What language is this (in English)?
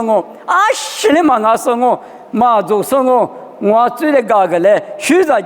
Lisu